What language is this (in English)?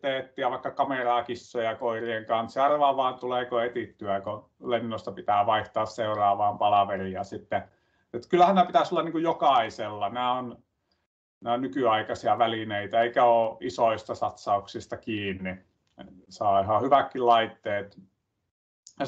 Finnish